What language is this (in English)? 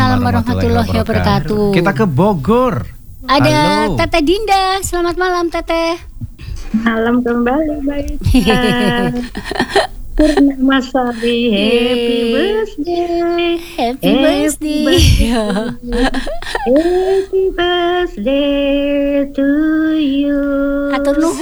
Indonesian